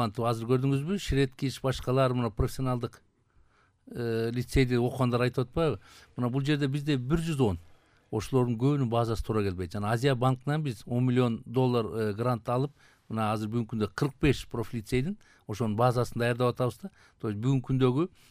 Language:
Kyrgyz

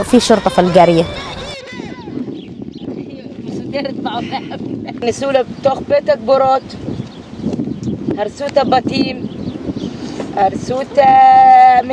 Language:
Hebrew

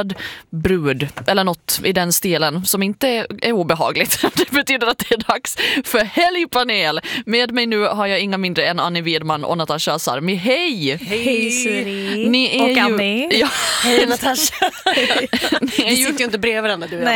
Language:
Swedish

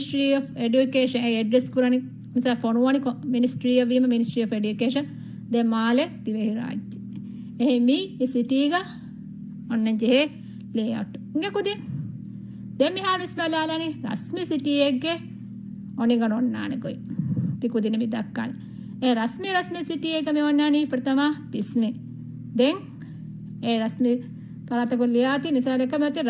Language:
Divehi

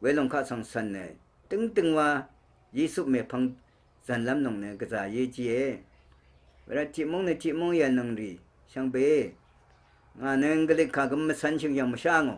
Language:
Rawang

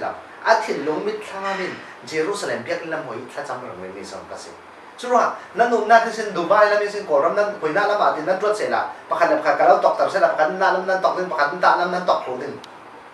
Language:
Falam Chin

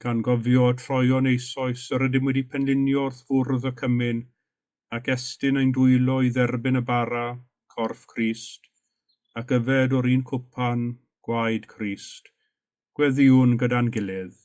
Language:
Welsh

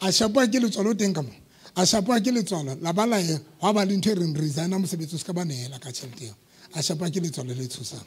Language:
Southern Sotho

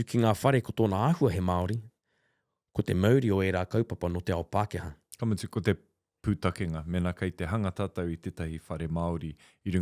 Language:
Māori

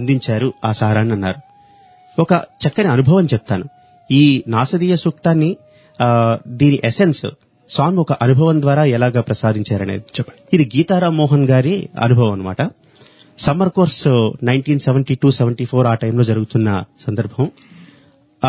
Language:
Telugu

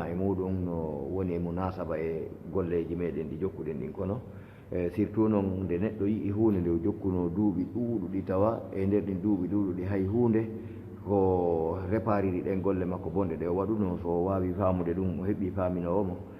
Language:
Fula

